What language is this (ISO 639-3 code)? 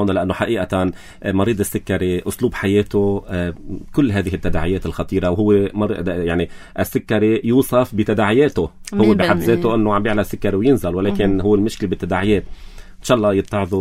apc